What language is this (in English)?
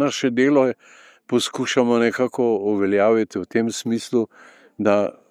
Slovenian